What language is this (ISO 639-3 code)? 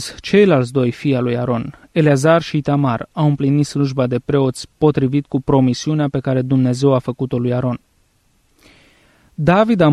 ron